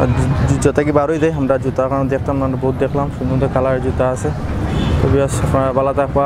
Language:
Sylheti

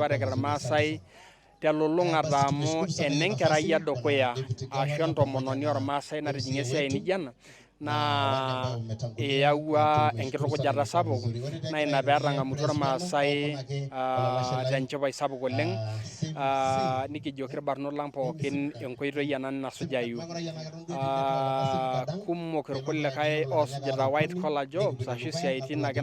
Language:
Masai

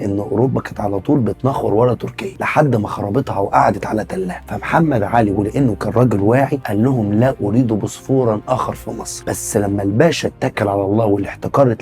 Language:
Egyptian Arabic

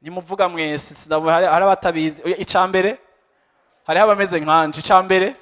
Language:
Rundi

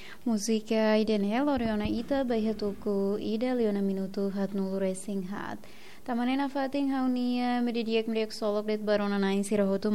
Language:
Tetum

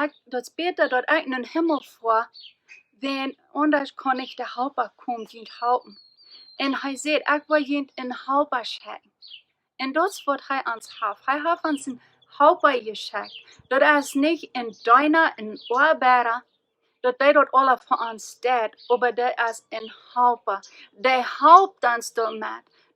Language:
Plautdietsch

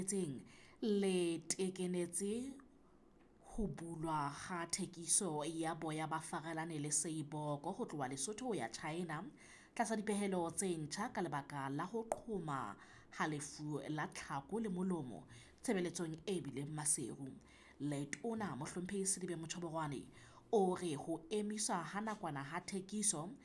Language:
Southern Sotho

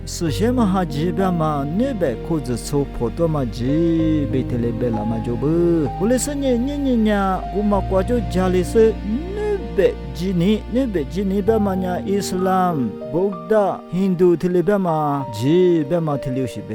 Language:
Lisu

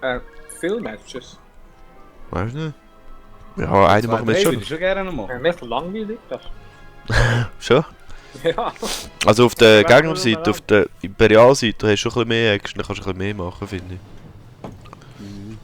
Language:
Swiss German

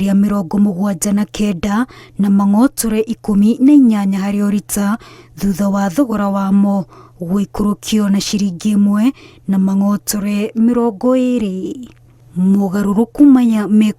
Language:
Kikuyu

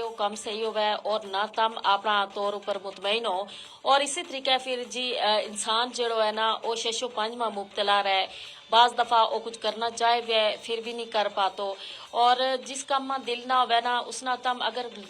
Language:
Gujari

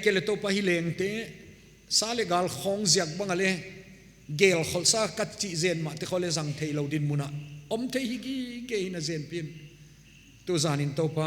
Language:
Paite Chin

